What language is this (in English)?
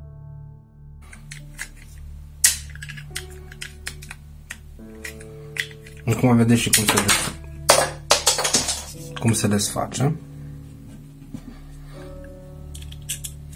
Romanian